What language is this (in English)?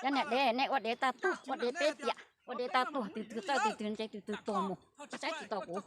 Hmong